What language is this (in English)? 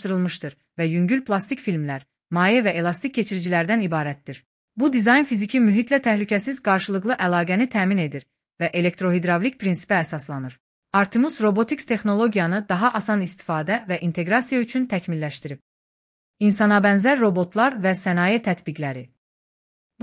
Azerbaijani